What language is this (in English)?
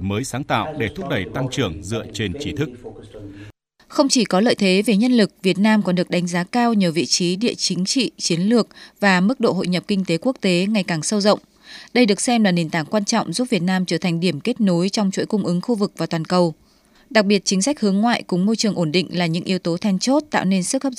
Vietnamese